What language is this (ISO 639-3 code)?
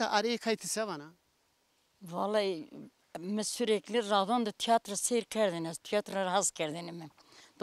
zza